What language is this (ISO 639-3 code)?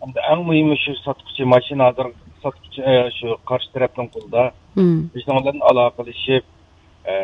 uig